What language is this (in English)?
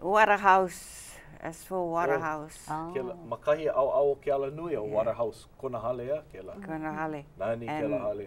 Hawaiian